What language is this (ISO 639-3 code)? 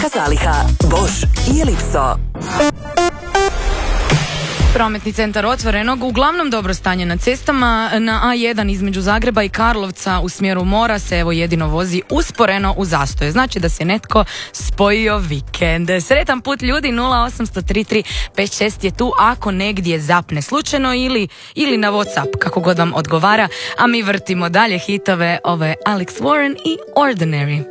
hrv